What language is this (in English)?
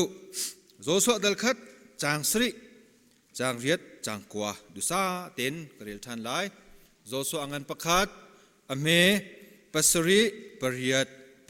Hakha Chin